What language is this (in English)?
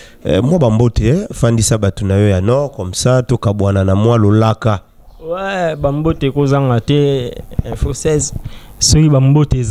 Lingala